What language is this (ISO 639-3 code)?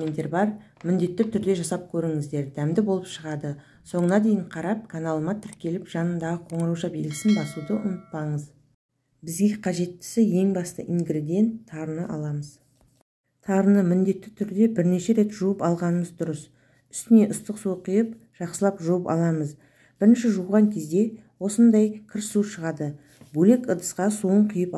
kaz